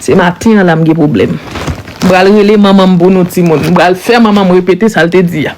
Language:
Haitian Creole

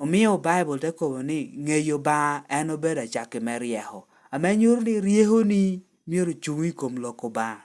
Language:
Lango (Uganda)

